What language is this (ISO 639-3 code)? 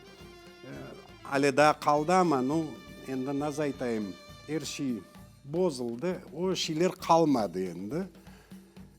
crh